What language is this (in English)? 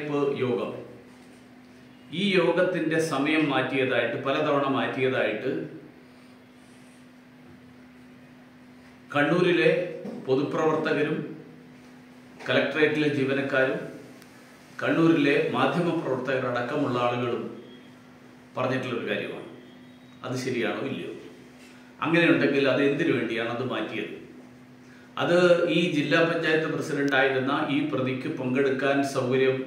Malayalam